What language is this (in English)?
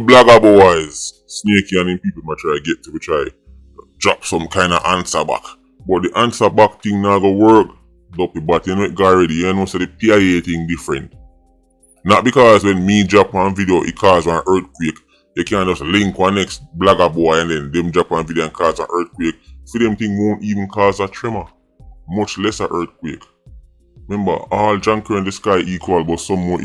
Jamaican Creole English